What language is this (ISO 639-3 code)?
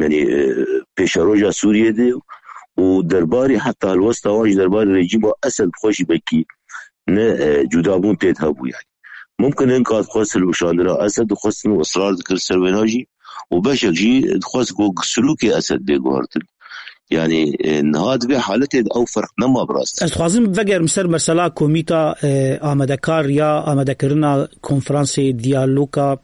kur